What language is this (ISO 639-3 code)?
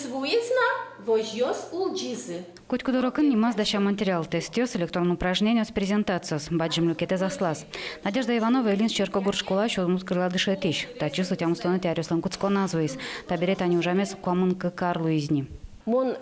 udm